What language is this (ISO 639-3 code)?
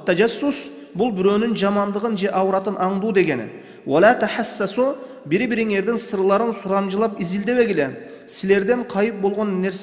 kir